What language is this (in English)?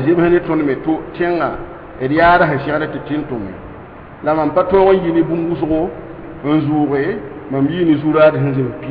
Mossi